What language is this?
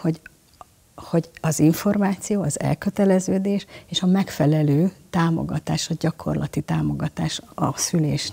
Hungarian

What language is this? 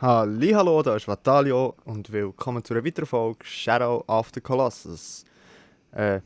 Swiss German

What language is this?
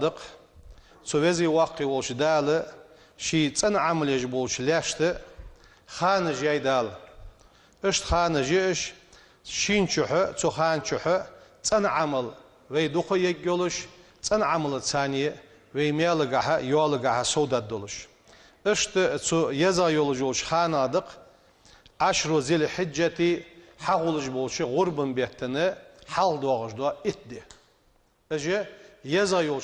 Ingush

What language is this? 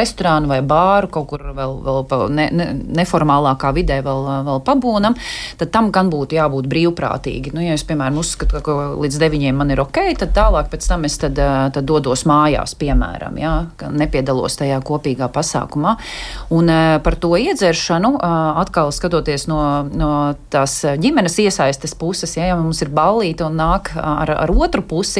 Latvian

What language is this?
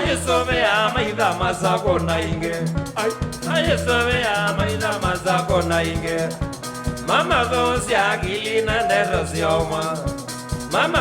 Kamba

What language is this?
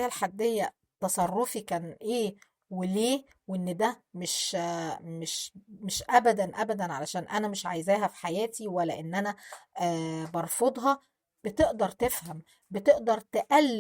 Egyptian Arabic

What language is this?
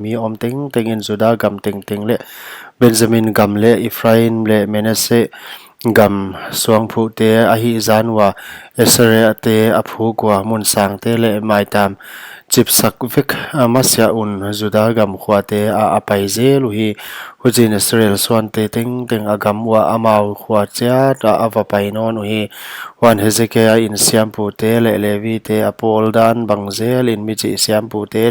Paite Chin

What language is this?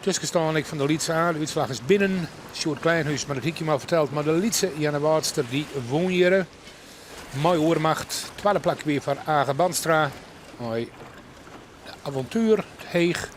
Western Frisian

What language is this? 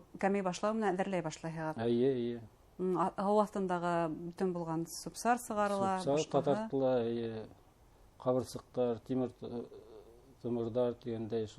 Bashkir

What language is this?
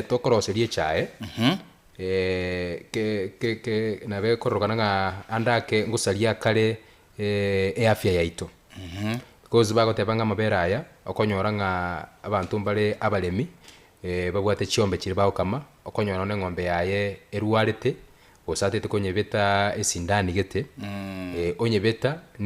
Gusii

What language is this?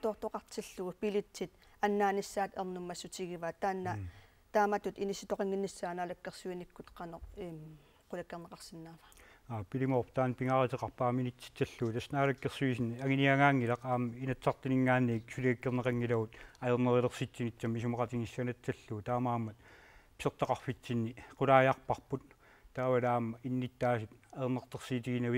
Kalaallisut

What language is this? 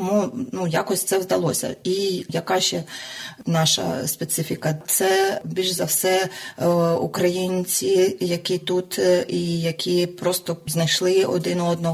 Ukrainian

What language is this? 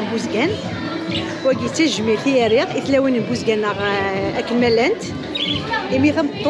Kabyle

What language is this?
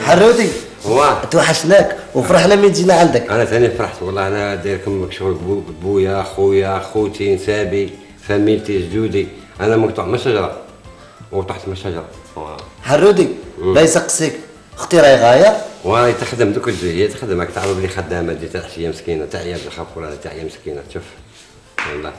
Algerian Arabic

